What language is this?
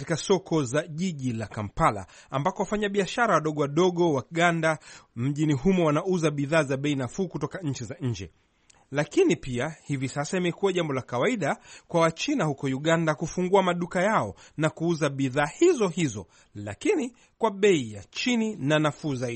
Swahili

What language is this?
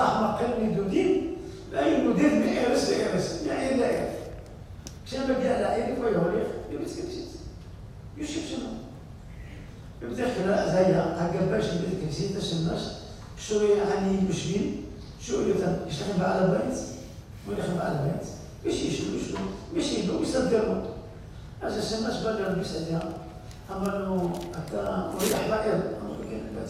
Hebrew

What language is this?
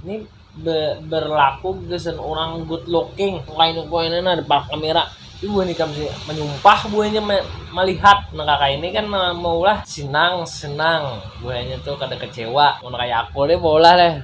Banjar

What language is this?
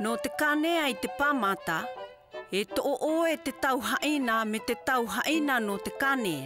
South Marquesan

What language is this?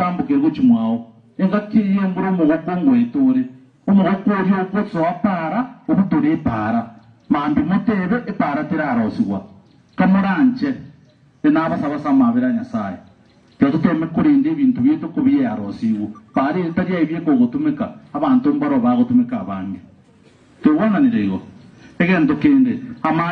Gusii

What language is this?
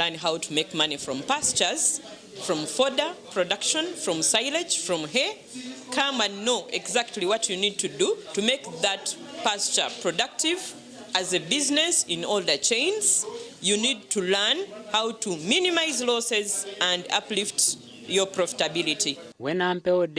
Nyankole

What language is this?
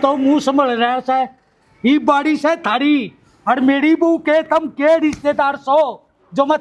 Haryanvi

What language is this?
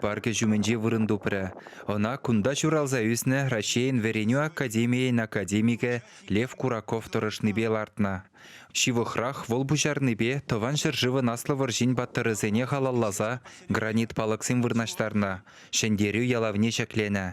Chuvash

